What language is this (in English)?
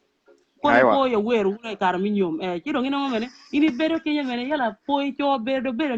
Acoli